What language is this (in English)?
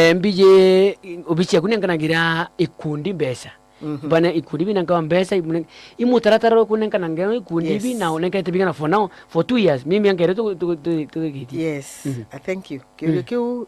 Meru